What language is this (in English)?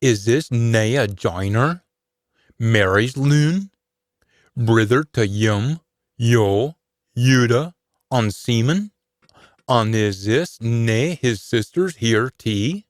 Scots